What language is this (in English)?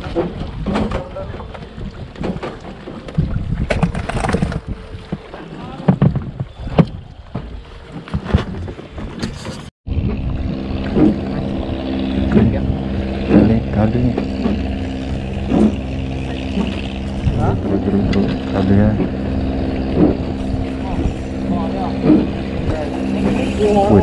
Malay